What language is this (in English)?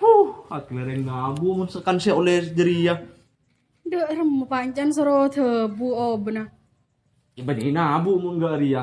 Madurese